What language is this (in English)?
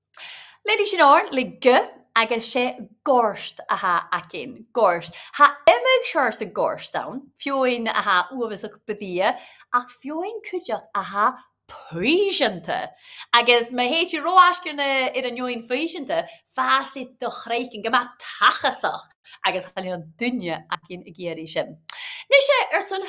Scottish Gaelic